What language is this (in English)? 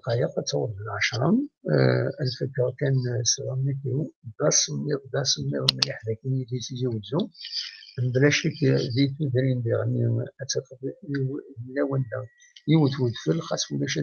Kabyle